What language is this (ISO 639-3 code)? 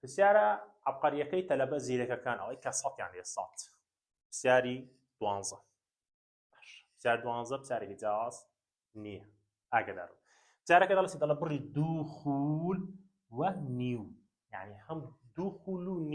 ckb